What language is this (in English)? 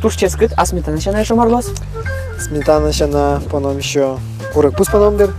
Udmurt